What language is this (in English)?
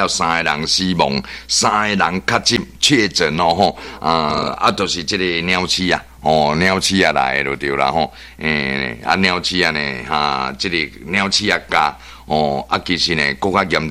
Min Nan Chinese